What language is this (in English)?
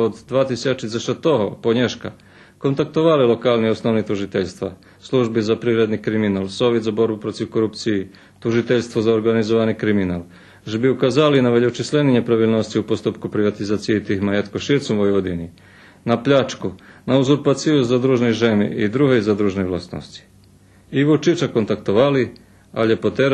Rusyn